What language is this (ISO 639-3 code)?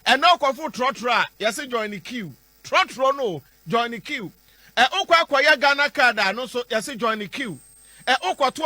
aka